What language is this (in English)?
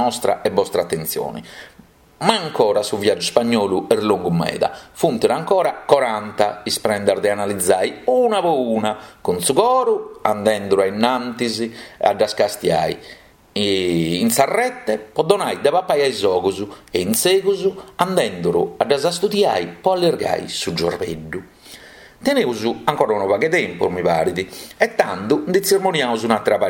Sardinian